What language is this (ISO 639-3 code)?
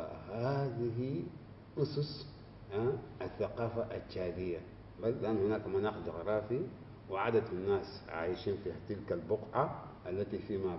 ara